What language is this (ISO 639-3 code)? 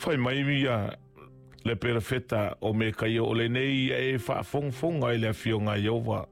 smo